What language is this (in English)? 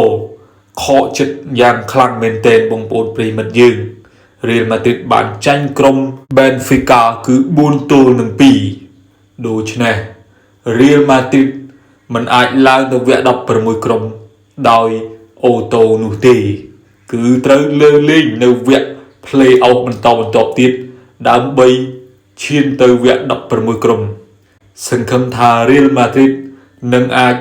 Khmer